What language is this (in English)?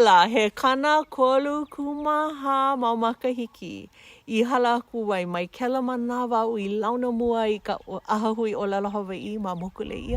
Hawaiian